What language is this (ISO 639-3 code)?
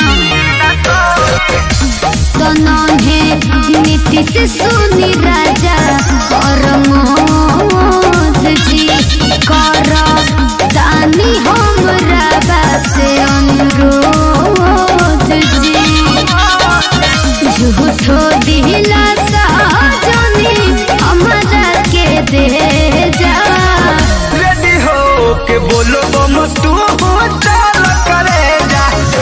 bho